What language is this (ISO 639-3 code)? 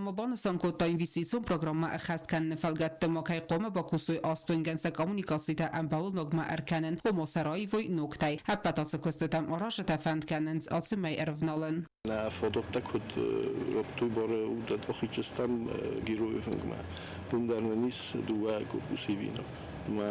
oss